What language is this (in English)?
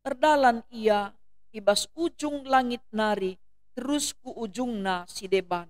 Batak Karo